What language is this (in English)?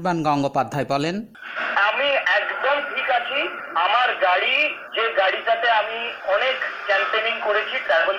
Bangla